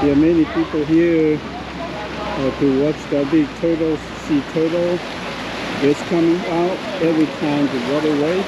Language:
Hmong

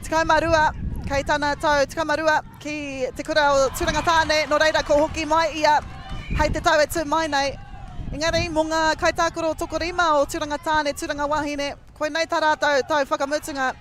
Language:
Māori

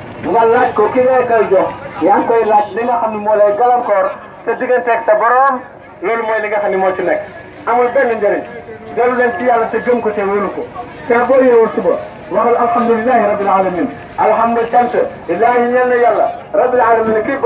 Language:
Wolof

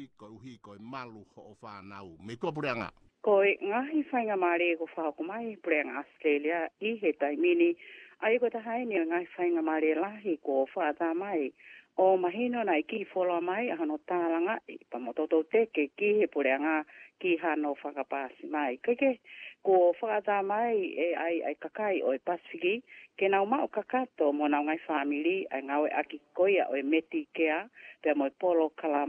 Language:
Tongan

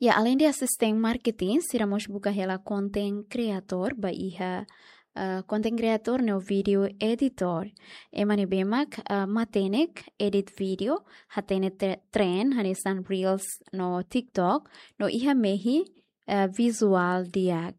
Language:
Tetum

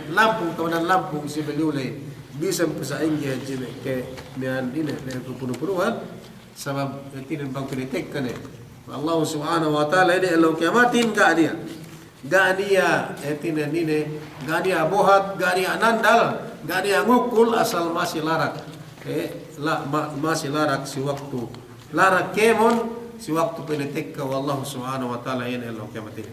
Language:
Yakan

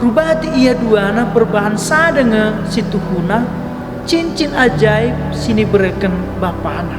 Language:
Batak Karo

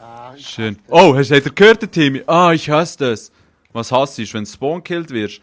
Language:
Swiss German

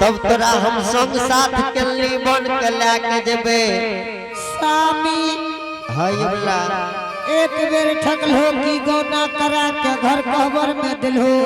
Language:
Angika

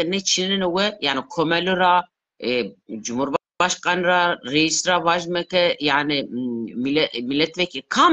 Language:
Zaza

